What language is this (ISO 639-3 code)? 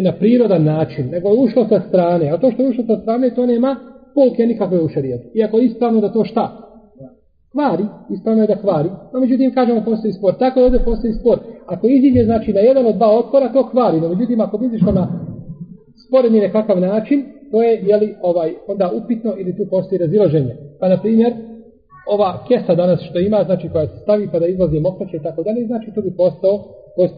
bos